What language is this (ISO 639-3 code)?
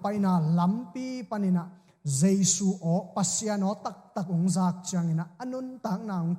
ctd